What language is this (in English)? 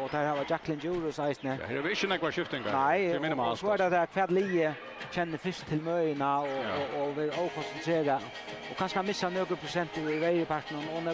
Faroese